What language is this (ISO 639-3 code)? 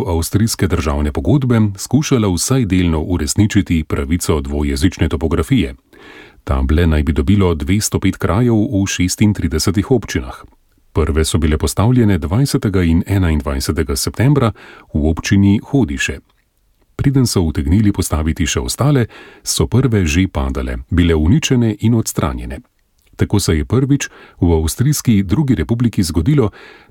slv